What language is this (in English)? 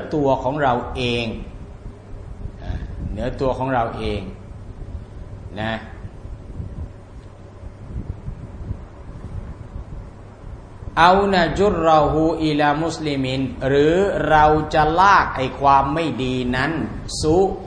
Thai